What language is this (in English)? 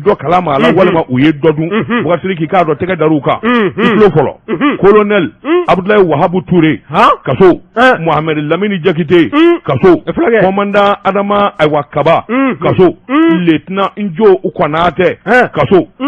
Bambara